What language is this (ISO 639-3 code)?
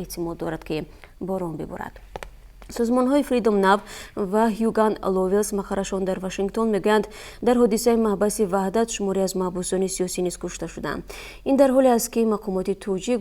tgk